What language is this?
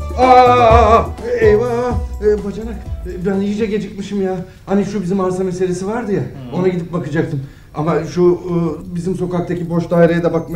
Turkish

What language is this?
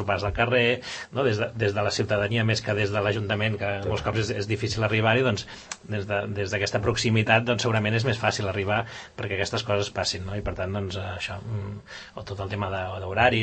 Catalan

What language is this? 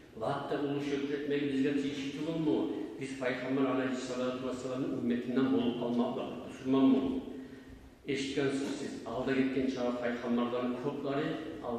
Kumyk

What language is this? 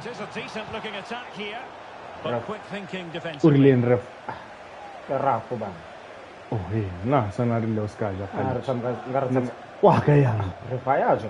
Tswana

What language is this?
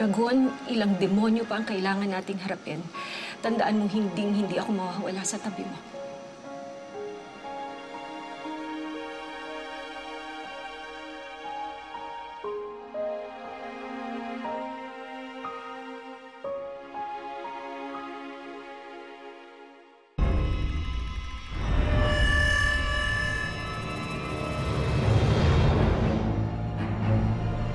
Filipino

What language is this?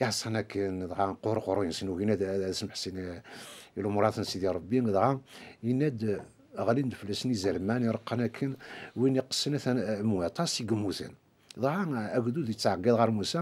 Kabyle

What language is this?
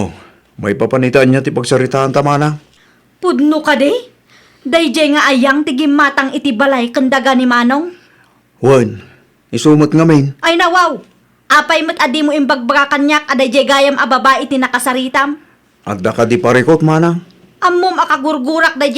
Iloko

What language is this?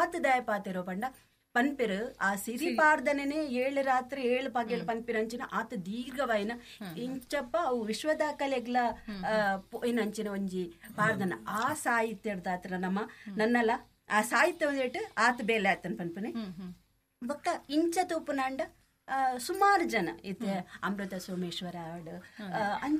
Tulu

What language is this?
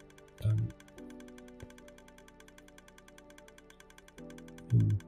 German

